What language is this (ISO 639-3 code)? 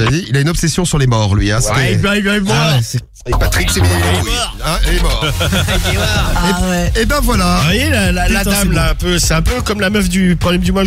fra